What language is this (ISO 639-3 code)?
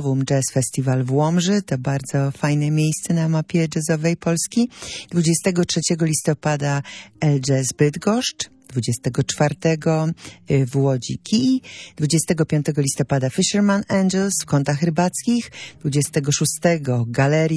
pol